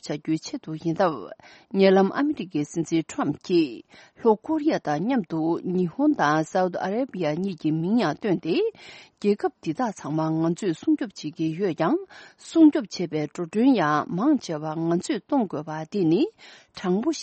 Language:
Tibetan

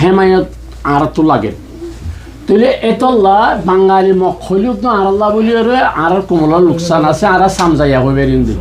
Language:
Rohingya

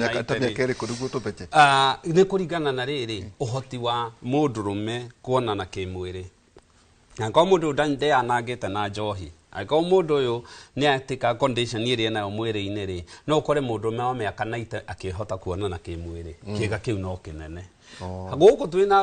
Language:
Kikuyu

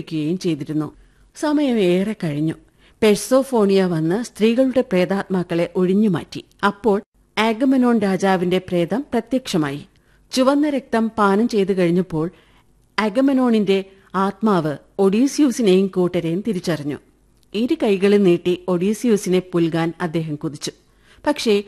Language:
Malayalam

